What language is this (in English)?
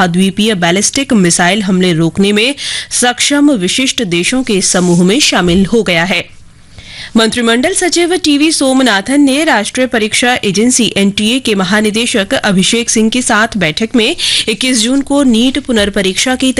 Hindi